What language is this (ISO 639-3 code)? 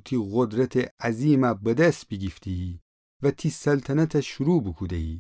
glk